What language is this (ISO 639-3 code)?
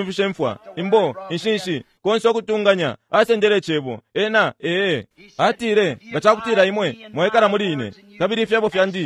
bem